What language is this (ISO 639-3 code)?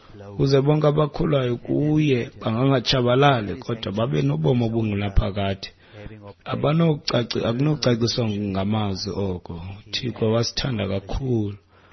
xho